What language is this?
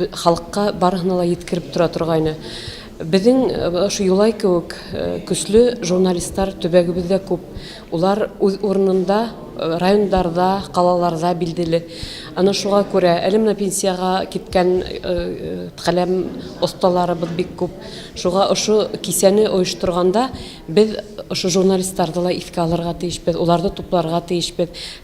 Bashkir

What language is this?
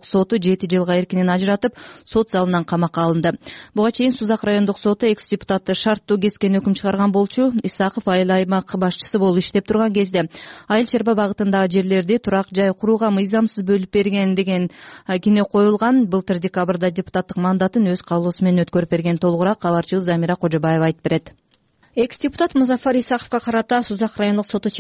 Kyrgyz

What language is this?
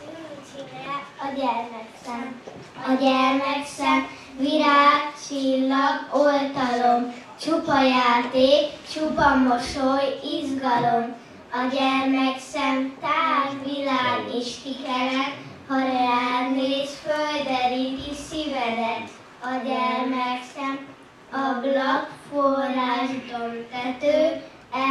Hungarian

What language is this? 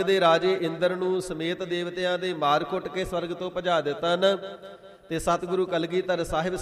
Punjabi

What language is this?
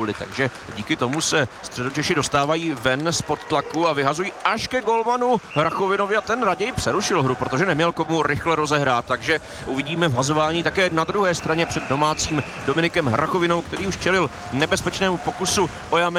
Czech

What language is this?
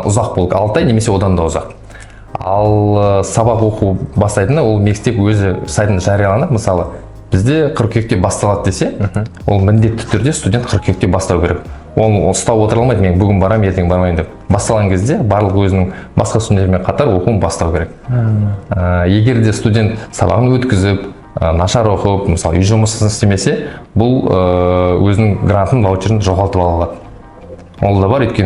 Kazakh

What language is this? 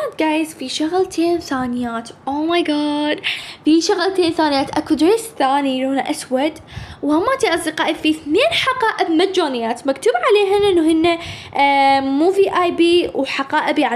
Mesopotamian Arabic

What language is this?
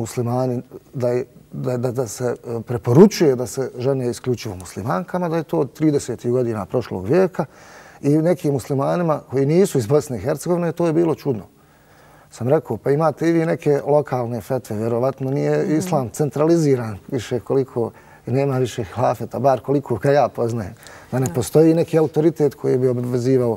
Bosnian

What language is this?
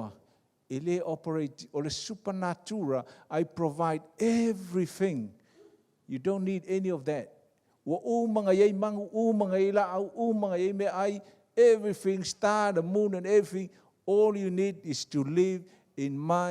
Samoan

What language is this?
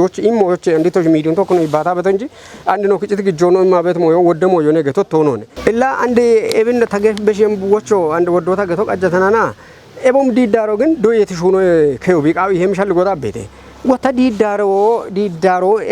Kafa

